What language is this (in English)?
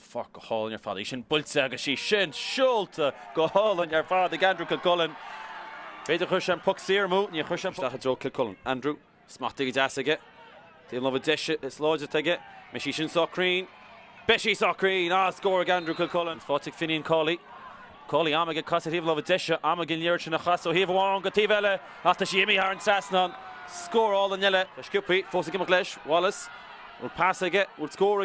Irish